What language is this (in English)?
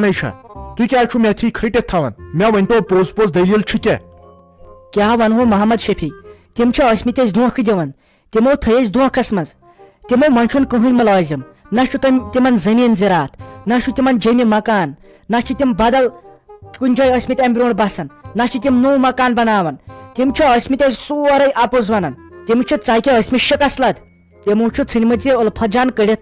Kashmiri